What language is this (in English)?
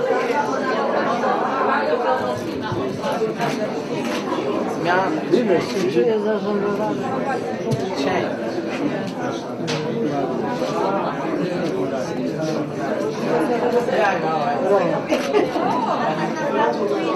Polish